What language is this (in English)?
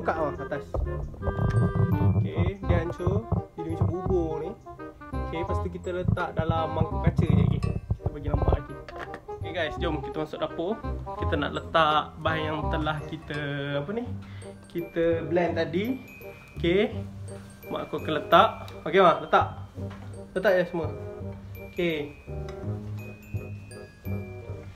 Malay